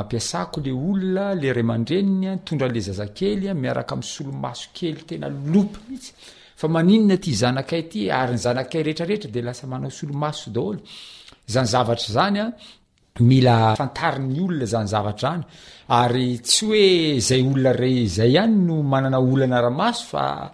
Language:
Malagasy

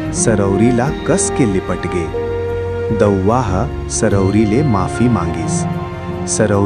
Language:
Chhattisgarhi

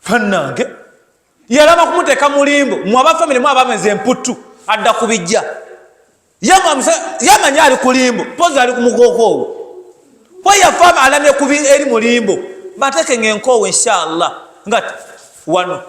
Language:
Ganda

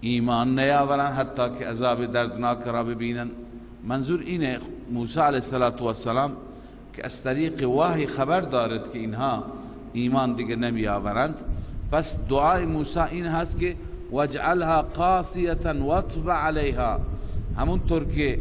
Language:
Persian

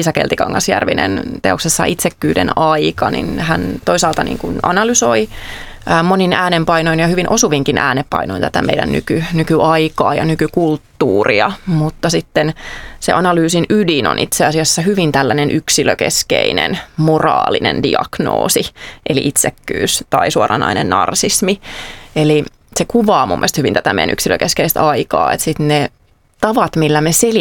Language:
Finnish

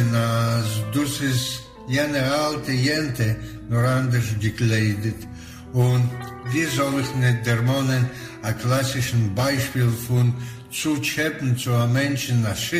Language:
Yiddish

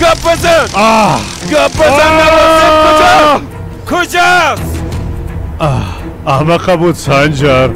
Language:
Persian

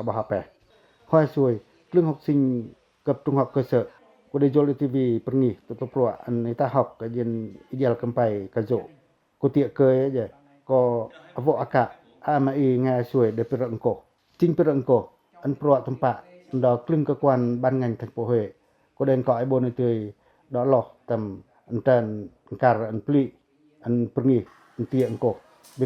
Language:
Pacoh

